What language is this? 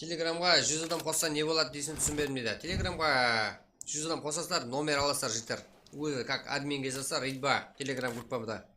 Kara-Kalpak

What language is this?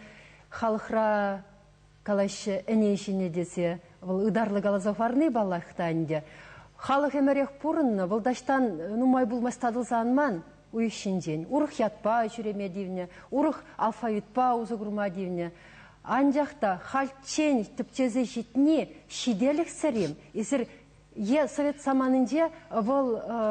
Chuvash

